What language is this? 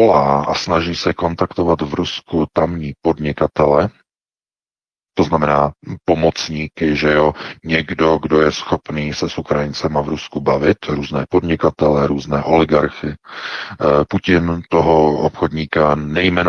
Czech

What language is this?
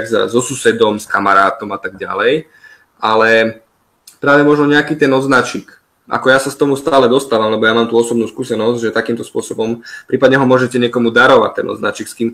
Slovak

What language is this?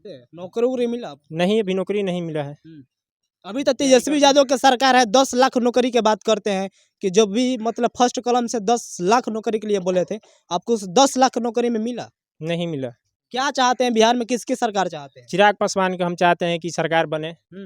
Bhojpuri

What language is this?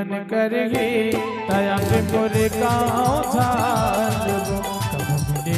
Chhattisgarhi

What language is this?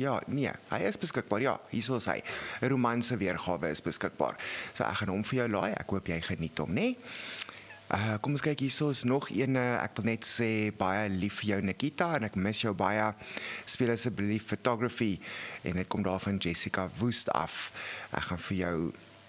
Afrikaans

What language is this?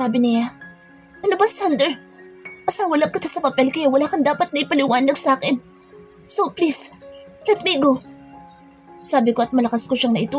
Filipino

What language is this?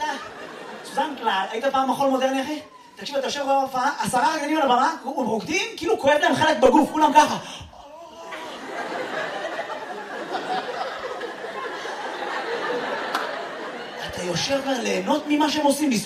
Hebrew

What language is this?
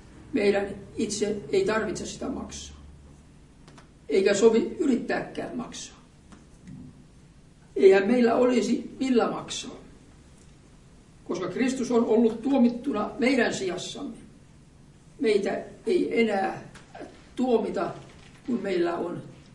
Finnish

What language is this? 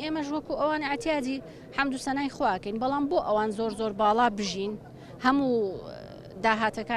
Central Kurdish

